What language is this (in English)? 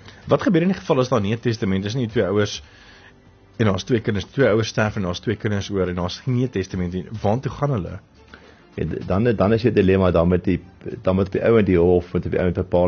Afrikaans